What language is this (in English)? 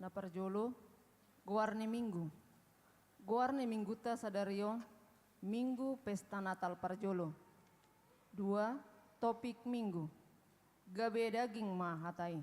Batak Toba